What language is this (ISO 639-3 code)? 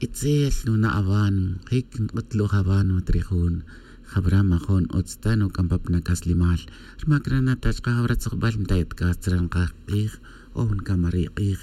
tzj